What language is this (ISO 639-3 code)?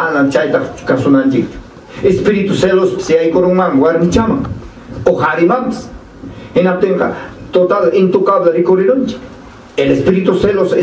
quy